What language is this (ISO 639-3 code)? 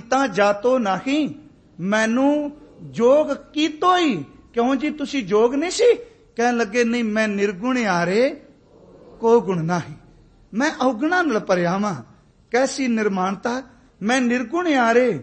pan